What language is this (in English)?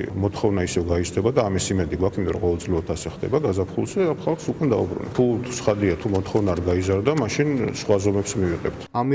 Georgian